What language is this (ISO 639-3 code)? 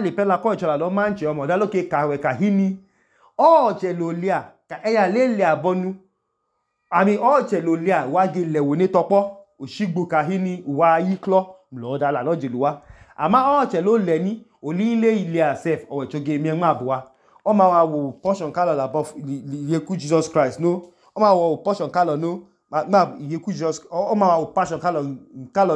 idu